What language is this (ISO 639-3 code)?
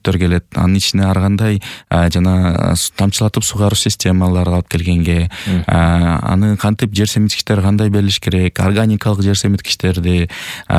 kir